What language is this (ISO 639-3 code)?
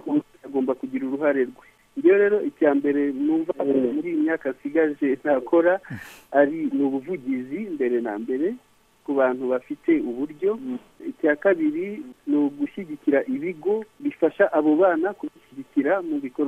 kin